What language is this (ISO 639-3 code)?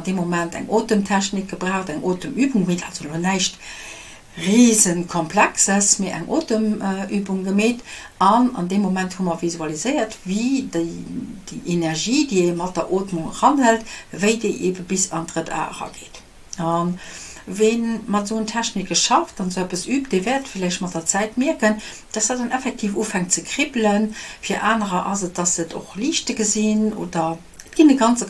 ltz